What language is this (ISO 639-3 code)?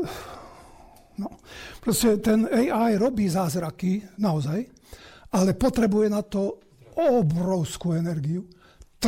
slk